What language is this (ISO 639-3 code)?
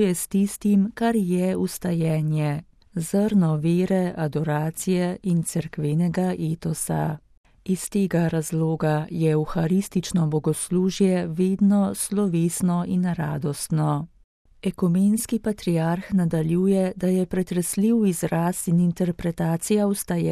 slv